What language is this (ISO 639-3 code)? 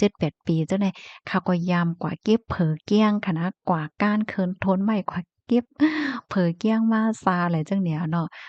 shn